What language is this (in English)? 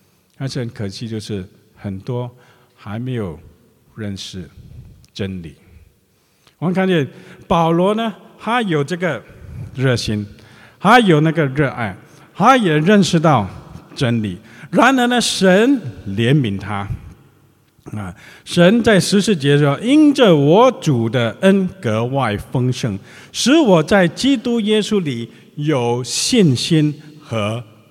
Chinese